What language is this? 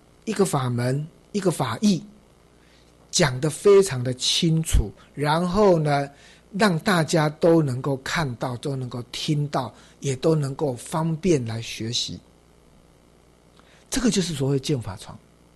Chinese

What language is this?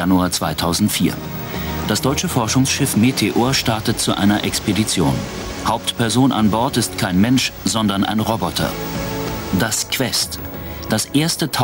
German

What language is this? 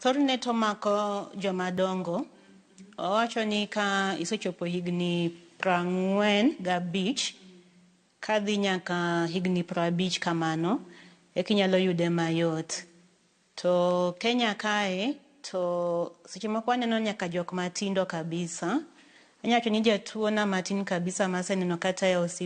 Luo (Kenya and Tanzania)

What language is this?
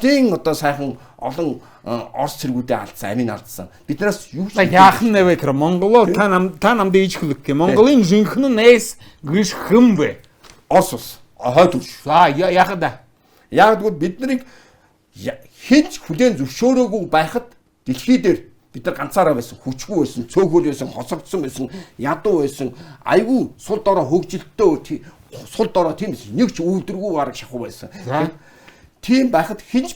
Mongolian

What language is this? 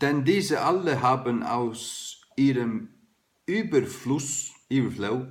Faroese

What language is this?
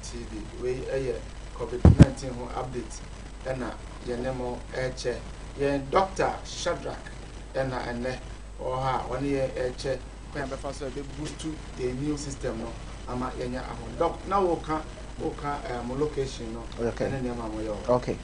Akan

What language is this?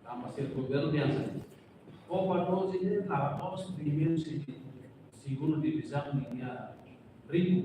Tetum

